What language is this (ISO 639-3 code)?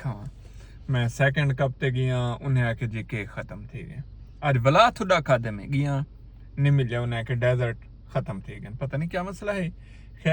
skr